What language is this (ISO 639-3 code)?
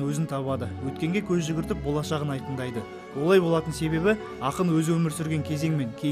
kaz